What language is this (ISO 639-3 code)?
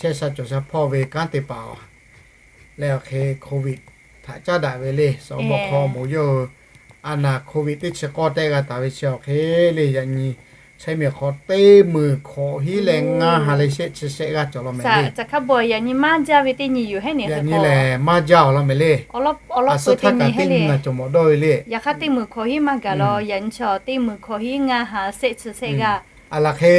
lhu